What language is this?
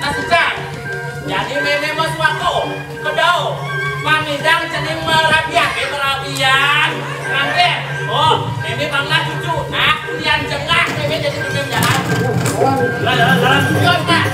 Balinese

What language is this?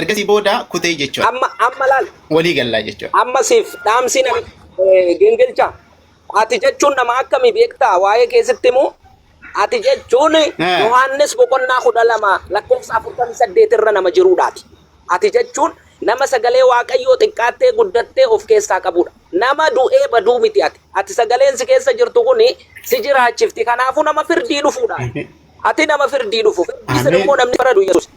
Oromo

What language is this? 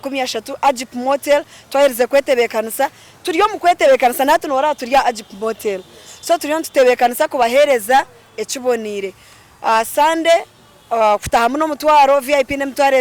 Nyankole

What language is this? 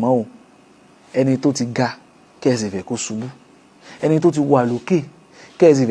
Yoruba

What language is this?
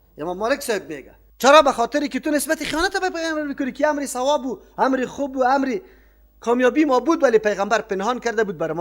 Persian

